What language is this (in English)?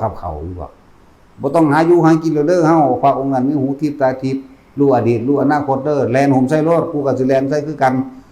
Northeastern Thai